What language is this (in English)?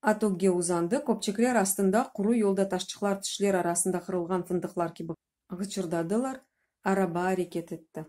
Crimean Tatar